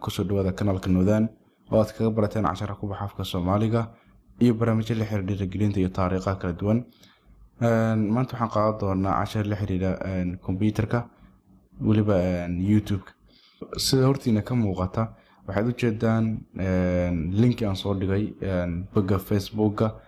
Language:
Somali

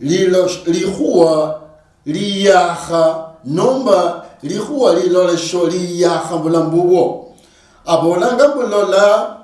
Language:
Luyia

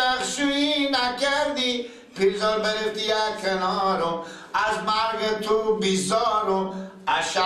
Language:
Persian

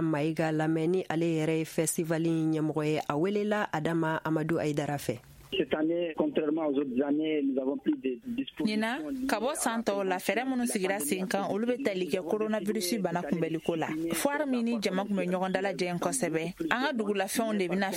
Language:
Bambara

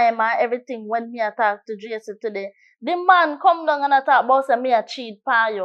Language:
Jamaican Creole English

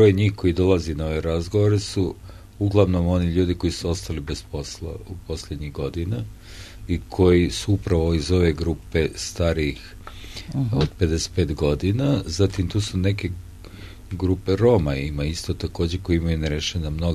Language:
Serbian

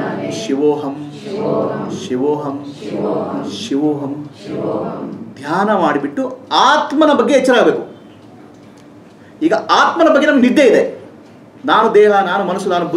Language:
Kannada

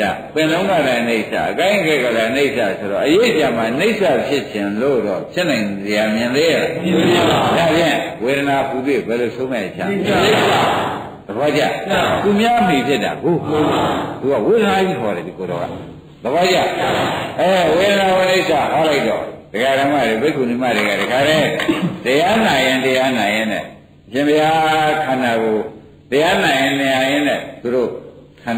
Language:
Burmese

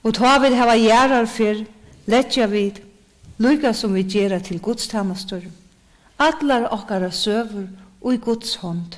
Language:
Faroese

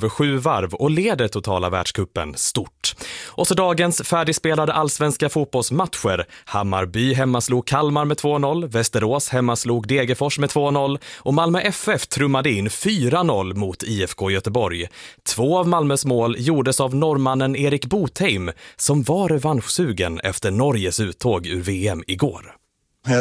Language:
Swedish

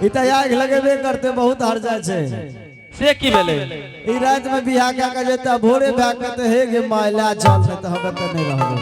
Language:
Angika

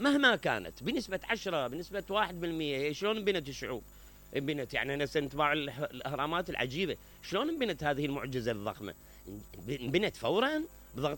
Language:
Mesopotamian Arabic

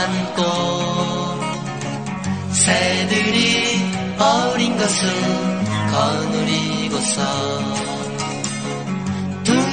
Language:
Korean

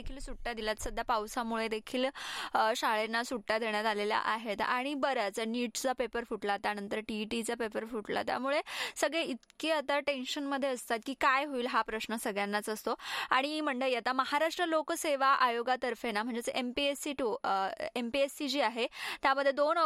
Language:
Marathi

